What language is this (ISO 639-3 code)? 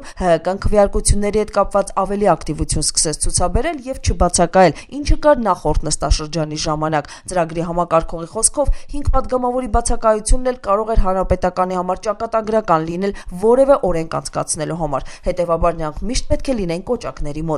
hye